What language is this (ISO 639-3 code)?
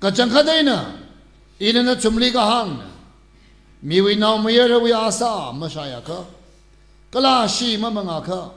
nmf